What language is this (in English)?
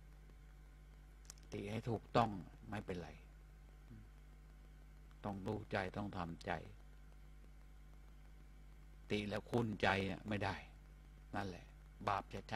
Thai